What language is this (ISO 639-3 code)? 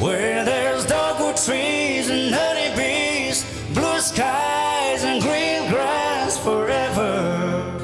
nmf